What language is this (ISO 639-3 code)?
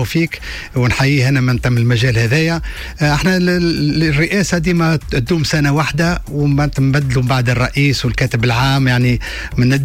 aeb